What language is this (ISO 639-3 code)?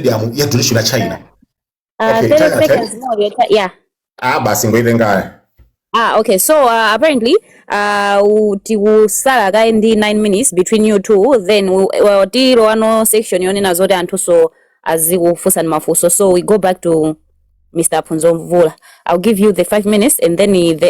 nya